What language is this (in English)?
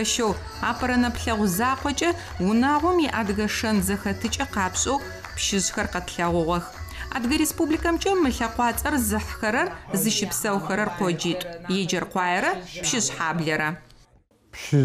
Adyghe